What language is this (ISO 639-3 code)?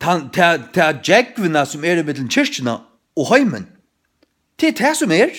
fao